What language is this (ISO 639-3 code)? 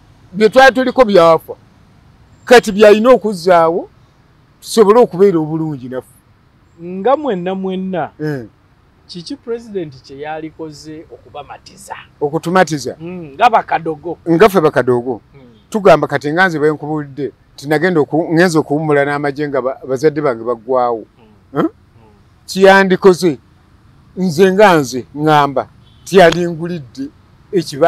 lug